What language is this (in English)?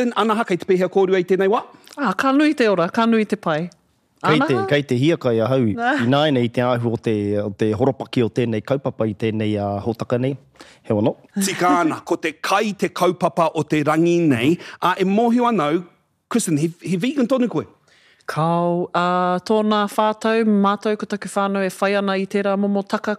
Māori